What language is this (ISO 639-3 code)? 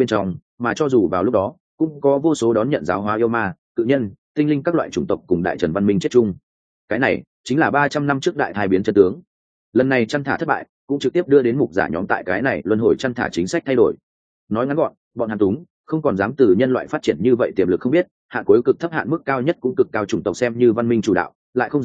vie